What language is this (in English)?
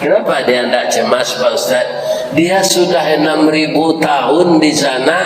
Minangkabau